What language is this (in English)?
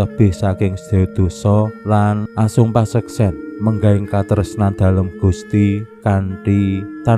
Javanese